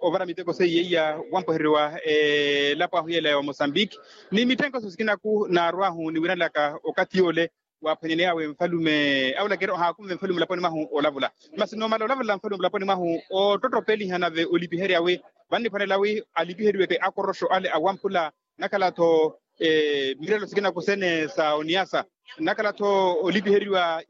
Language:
Makhuwa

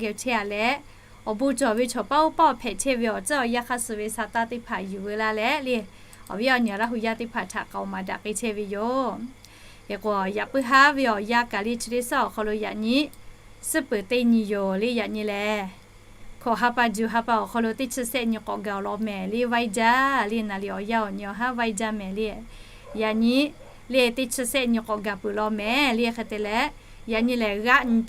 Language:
Lahu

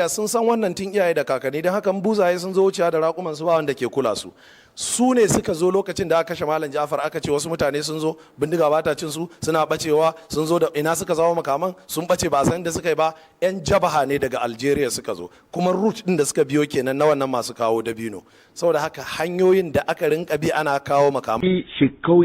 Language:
Hausa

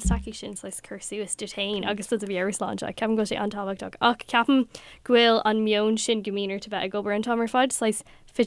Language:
Irish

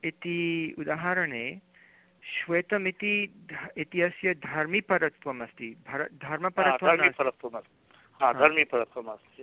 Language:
Sanskrit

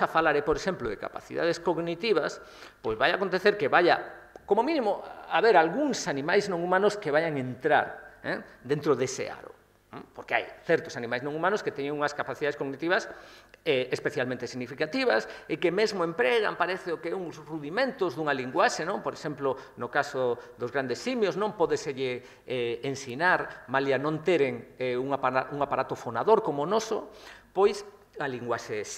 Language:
Galician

